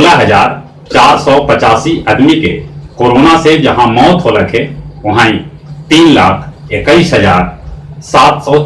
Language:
Magahi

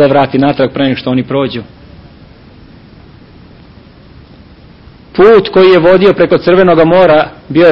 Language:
Serbian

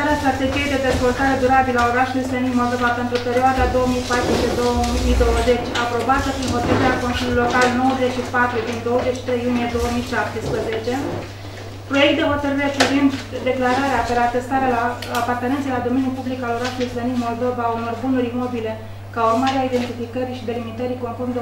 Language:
Romanian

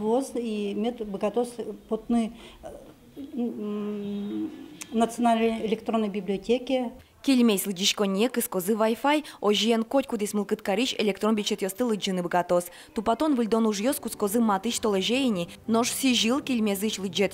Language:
Udmurt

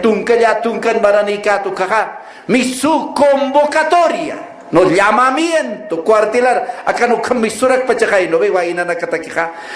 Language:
Aymara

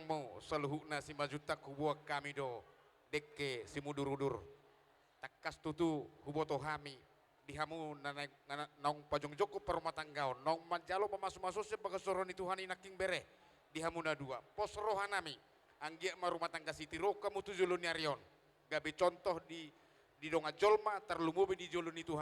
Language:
Batak Toba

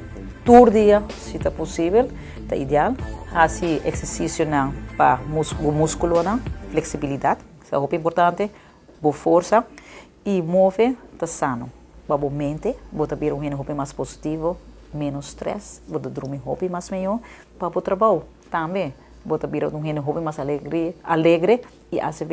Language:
Papiamento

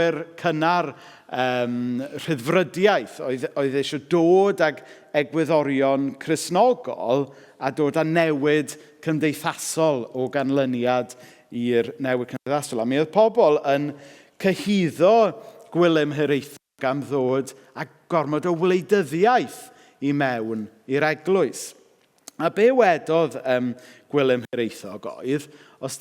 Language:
Welsh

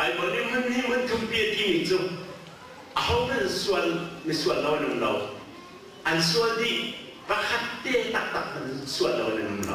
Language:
Hakha Chin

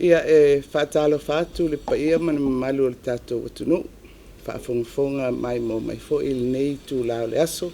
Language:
Samoan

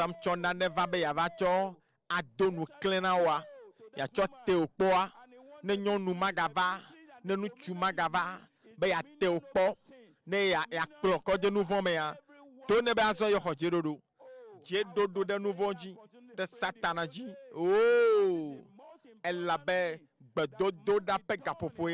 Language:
Ewe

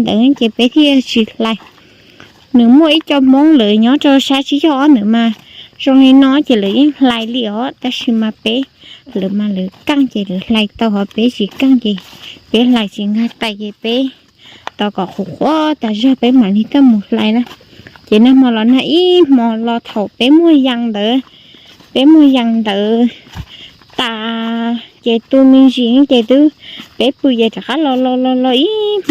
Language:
Hmong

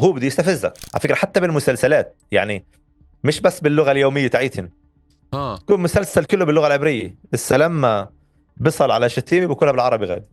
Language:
North Levantine Arabic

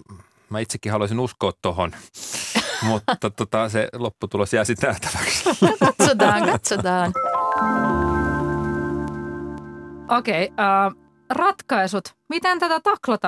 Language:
Finnish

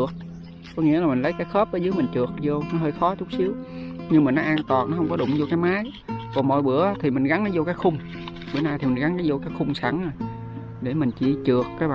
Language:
Vietnamese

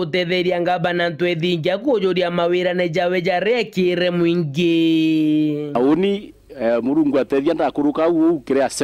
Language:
Meru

